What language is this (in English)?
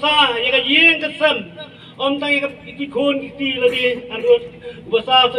Khasi